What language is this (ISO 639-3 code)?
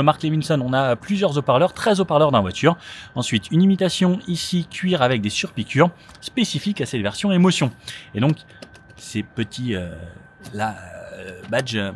fra